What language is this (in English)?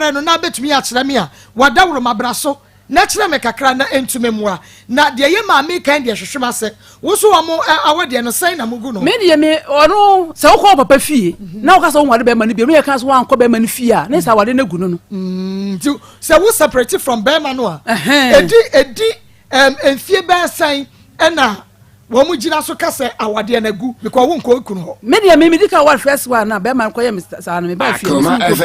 Akan